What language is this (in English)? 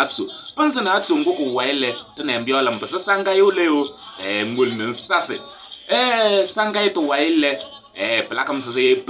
Kabiyè